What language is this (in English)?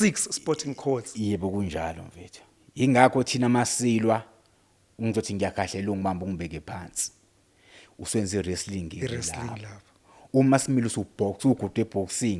Zulu